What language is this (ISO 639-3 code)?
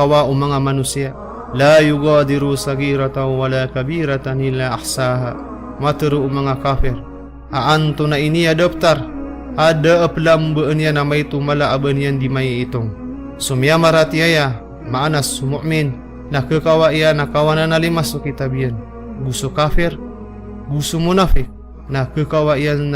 mrw